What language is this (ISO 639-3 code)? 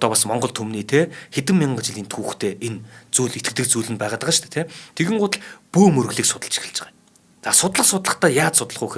mon